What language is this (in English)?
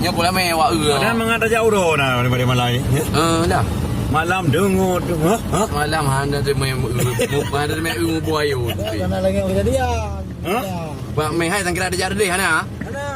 Achinese